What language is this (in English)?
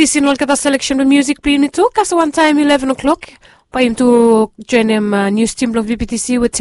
Bislama